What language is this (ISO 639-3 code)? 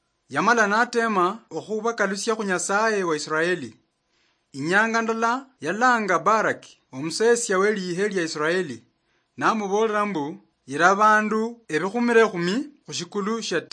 luy